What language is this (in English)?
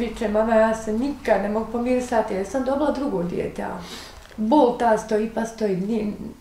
Bosnian